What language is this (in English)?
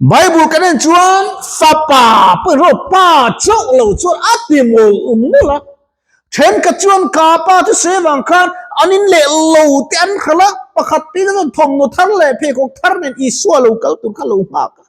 Mizo